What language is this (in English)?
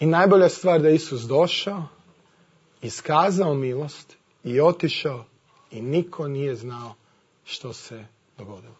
Croatian